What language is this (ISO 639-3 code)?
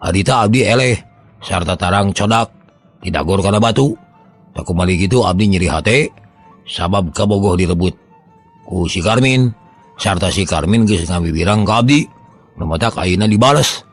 sun